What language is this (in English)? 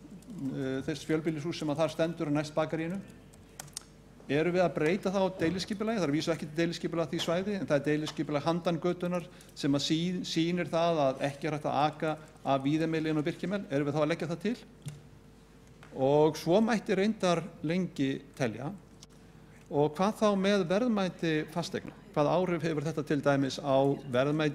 Icelandic